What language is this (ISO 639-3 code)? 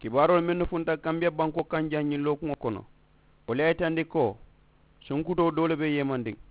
man